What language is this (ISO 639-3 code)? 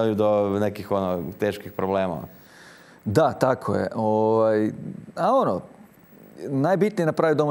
hrv